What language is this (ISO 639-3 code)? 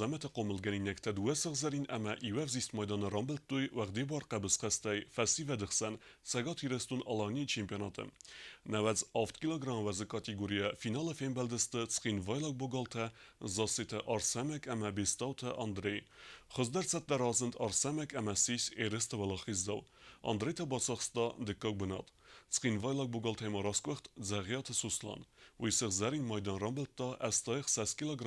oss